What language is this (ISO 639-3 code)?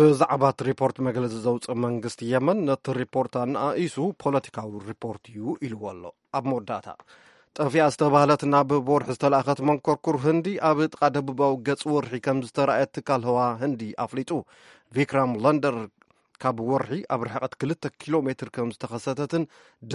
tir